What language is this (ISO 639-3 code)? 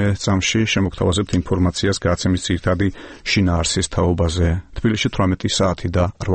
kat